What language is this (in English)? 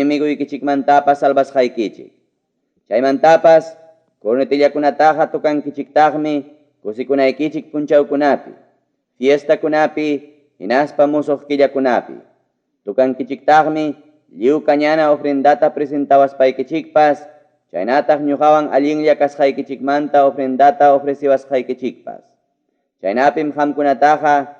Ayacucho Quechua